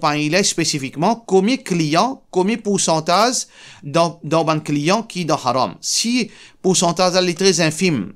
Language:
Morisyen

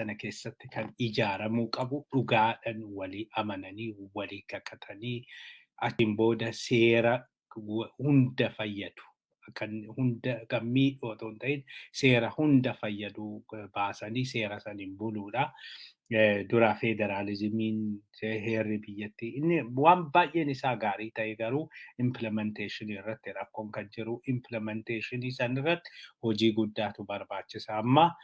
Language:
Oromo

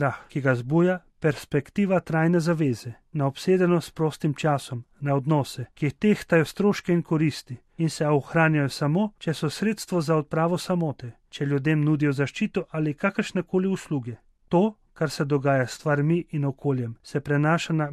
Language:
Slovenian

